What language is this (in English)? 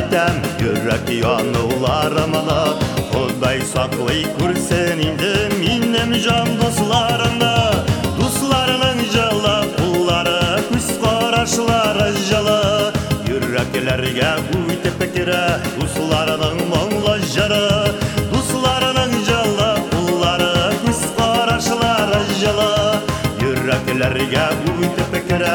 Tatar